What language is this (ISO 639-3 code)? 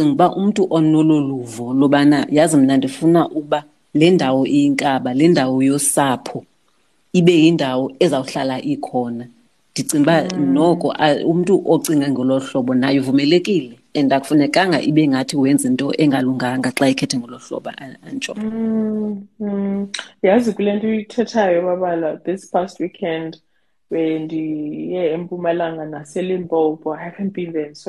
xho